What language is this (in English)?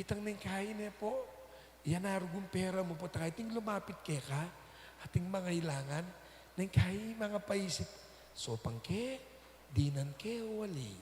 Pampanga